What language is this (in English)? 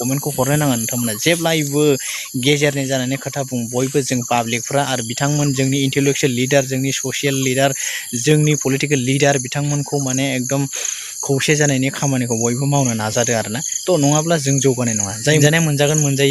Bodo